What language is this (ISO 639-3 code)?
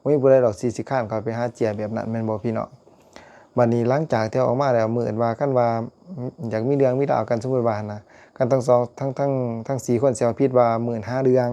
lao